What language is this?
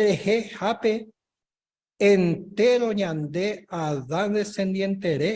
Guarani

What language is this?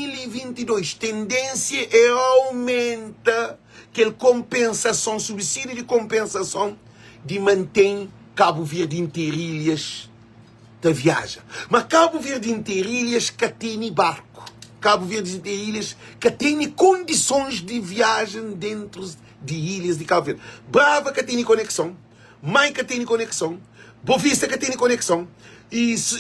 Kabuverdianu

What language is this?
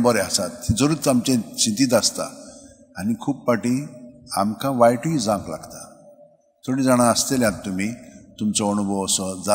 Konkani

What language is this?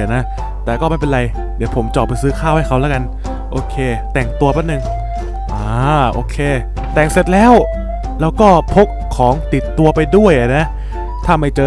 Thai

